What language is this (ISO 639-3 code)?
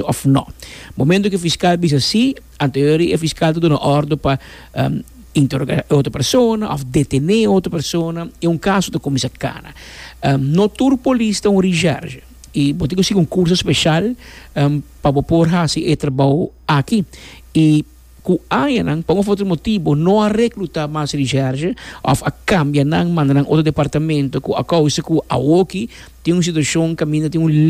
pap